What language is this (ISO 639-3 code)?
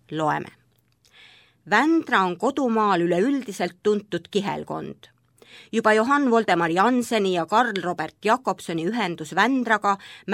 est